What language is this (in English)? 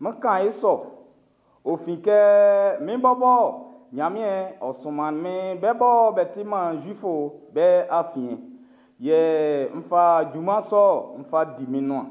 Baoulé